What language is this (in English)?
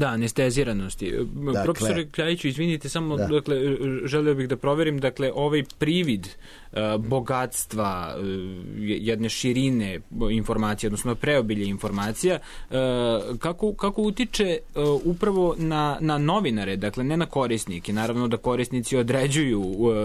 Serbian